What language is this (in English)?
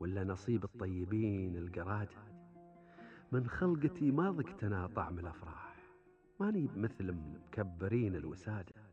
Gulf Arabic